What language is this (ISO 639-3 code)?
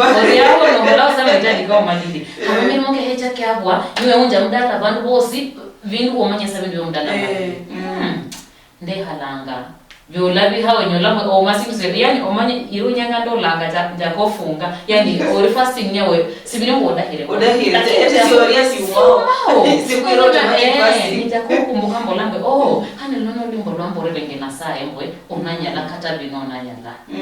luy